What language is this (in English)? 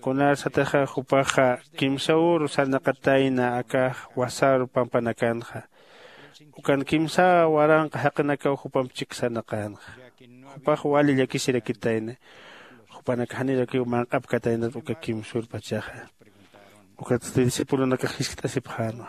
Aymara